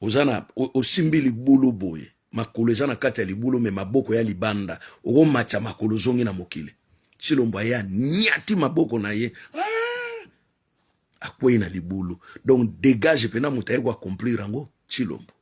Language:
Lingala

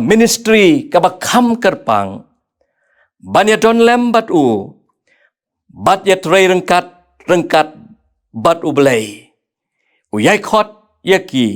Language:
Khasi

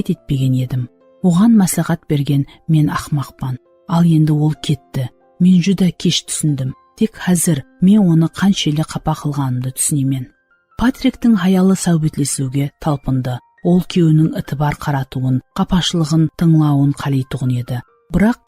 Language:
Kara-Kalpak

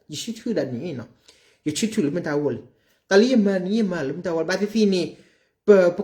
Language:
S'gaw Karen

